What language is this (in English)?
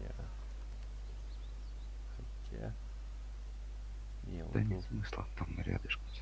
Russian